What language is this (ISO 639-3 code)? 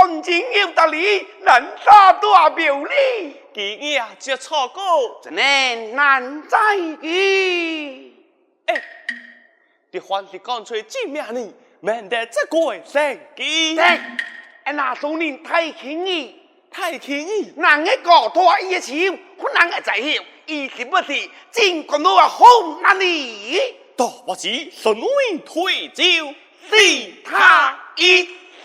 cpx